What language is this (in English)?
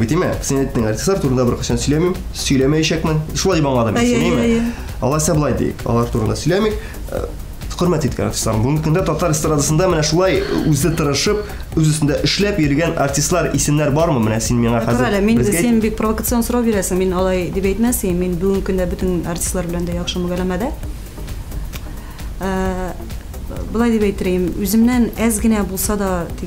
Tatar